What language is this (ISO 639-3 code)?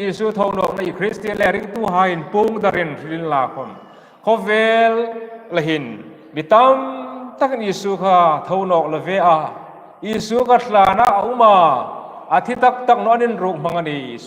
hmr